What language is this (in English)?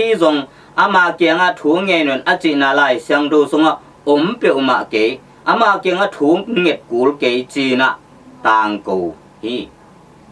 Tedim Chin